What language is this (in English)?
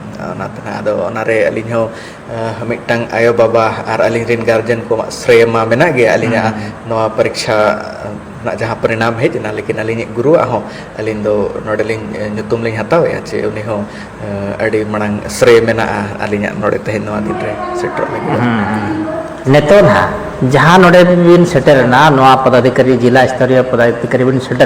Santali